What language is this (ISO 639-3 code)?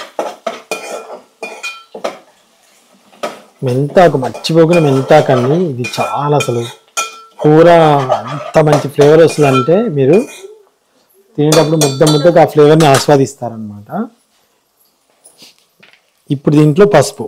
tel